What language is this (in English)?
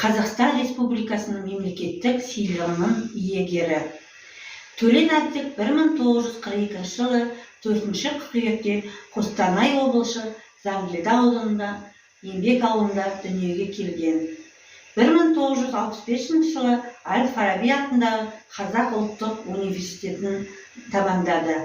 Kazakh